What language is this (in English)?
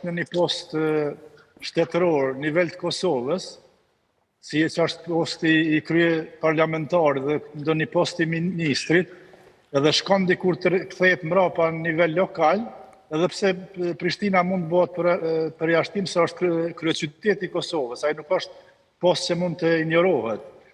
Albanian